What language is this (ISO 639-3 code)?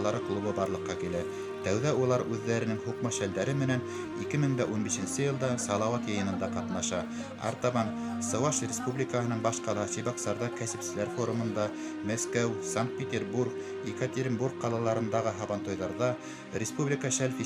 bak